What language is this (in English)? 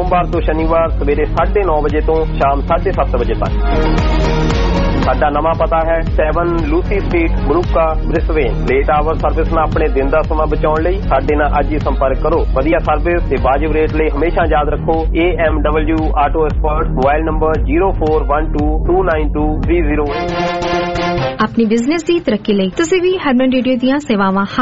Punjabi